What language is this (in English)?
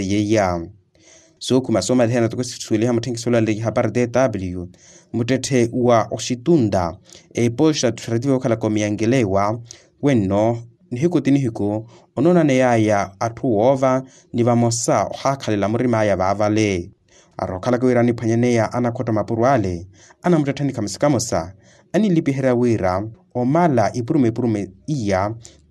Makhuwa